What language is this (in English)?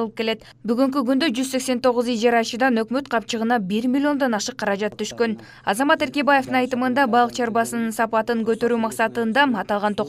Kyrgyz